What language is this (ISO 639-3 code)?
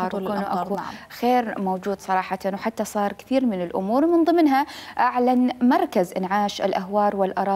acm